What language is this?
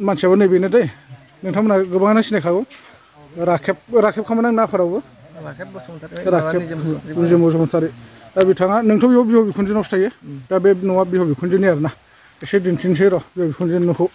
Bodo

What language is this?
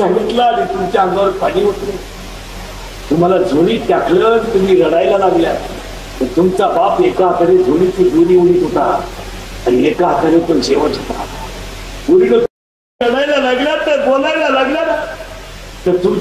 Marathi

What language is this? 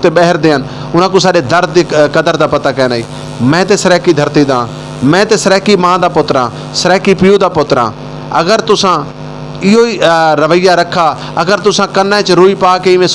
Saraiki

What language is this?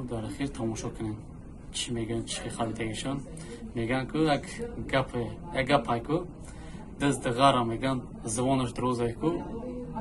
Tajik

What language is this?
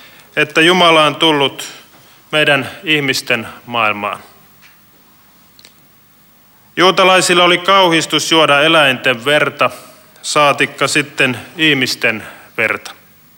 Finnish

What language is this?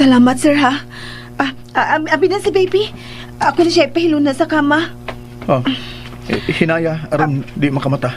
Cebuano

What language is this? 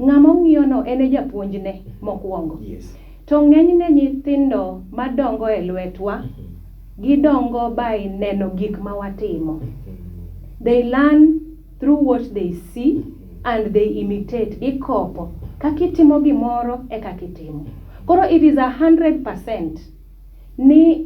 Luo (Kenya and Tanzania)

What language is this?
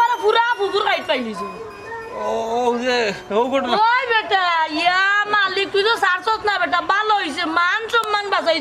Sylheti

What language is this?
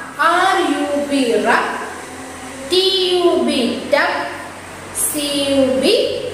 Malayalam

